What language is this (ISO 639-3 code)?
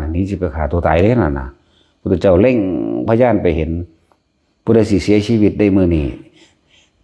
lao